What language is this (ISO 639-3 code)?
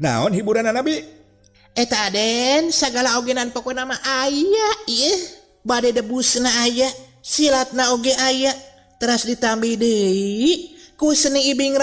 sun